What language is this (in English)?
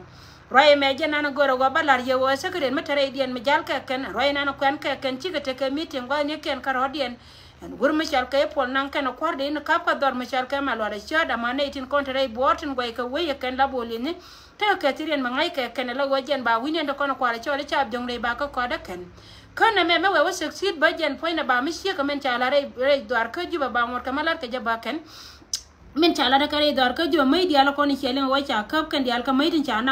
Nuer